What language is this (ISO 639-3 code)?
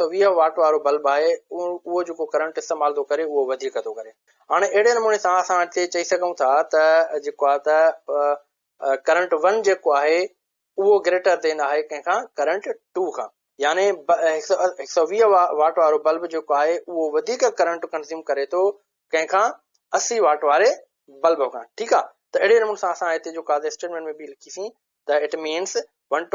snd